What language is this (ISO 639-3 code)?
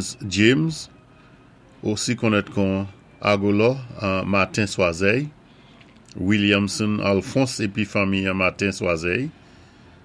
acf